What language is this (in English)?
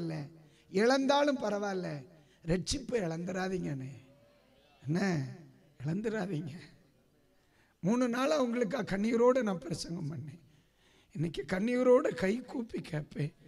Tamil